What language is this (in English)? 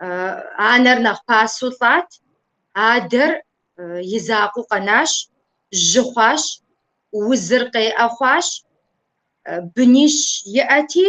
Kabardian